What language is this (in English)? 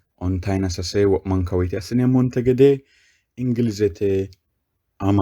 Sidamo